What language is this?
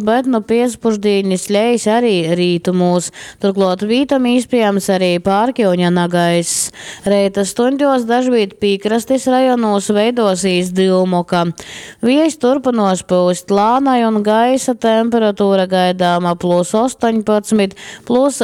Latgalian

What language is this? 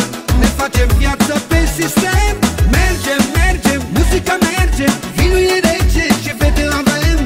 Romanian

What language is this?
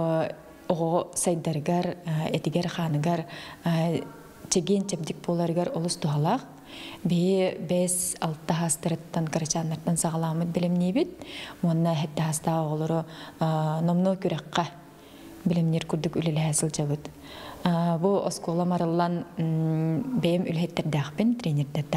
Yakut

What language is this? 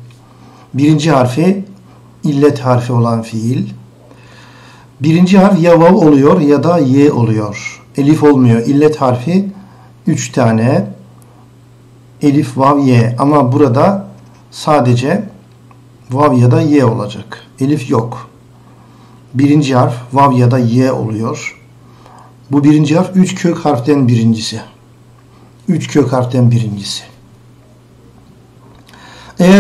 Turkish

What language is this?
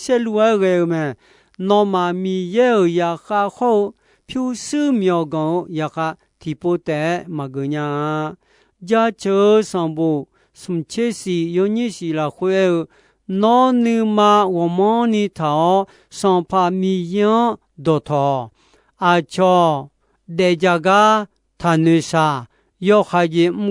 Akha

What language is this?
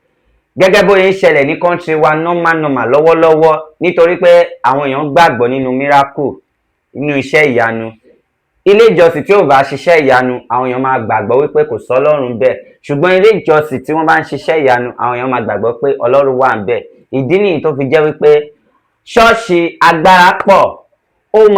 Yoruba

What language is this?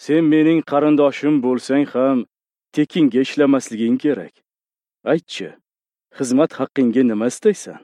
Uzbek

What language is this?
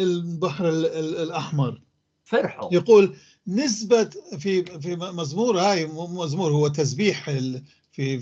North Levantine Arabic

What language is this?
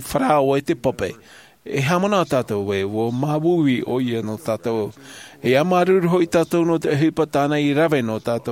Tahitian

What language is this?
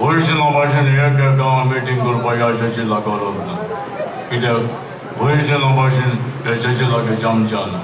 Konkani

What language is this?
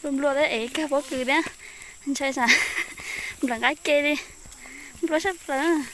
Hmong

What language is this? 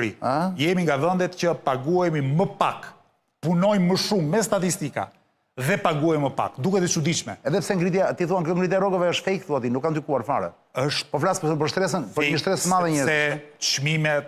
Albanian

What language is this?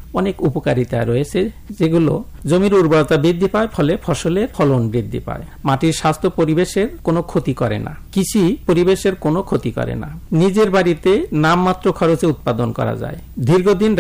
Bangla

